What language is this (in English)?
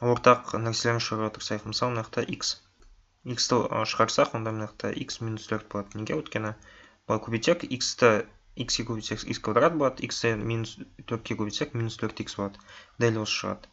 Kazakh